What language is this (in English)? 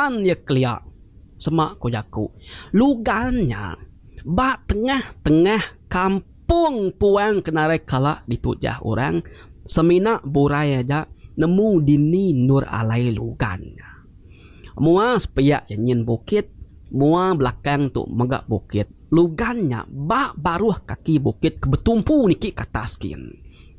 Iban